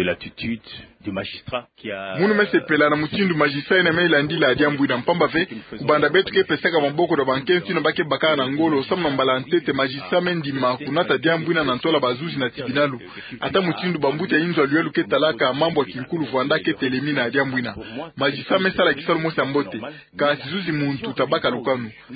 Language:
Kituba (Democratic Republic of Congo)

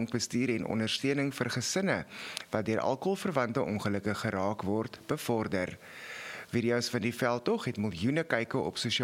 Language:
Afrikaans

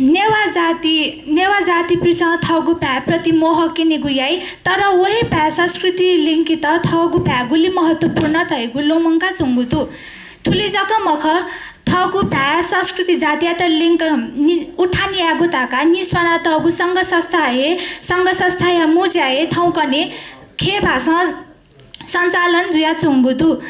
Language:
Newari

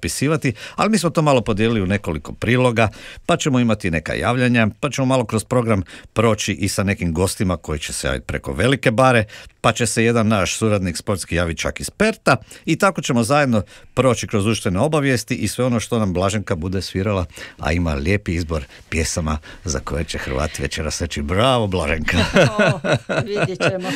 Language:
Croatian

